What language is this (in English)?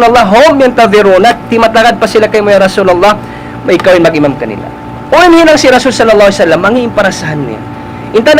Tausug